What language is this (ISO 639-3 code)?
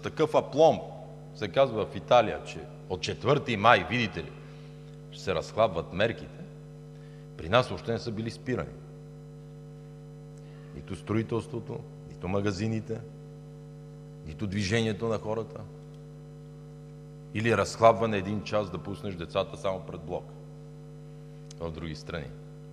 bul